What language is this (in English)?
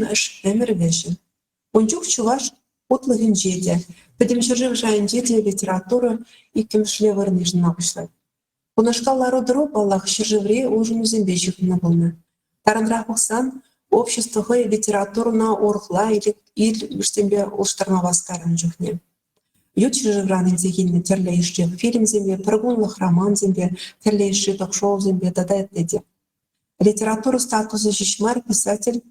Chuvash